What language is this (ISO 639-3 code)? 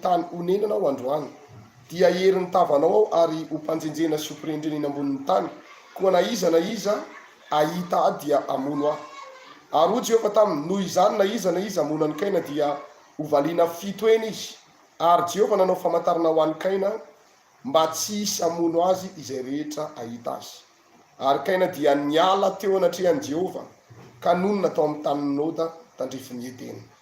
mlg